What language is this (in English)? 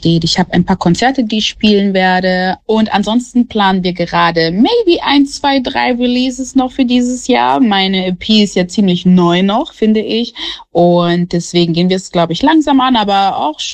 German